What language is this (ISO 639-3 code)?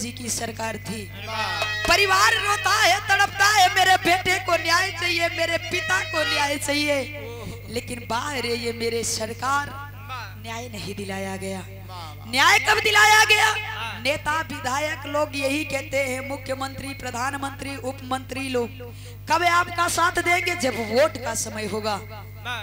bho